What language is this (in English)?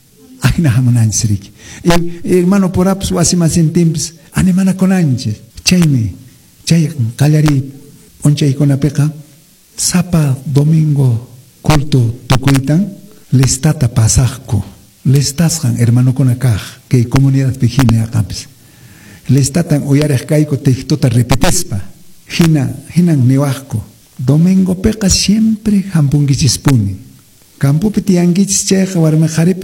Quechua